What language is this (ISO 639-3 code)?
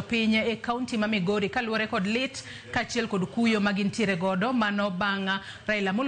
luo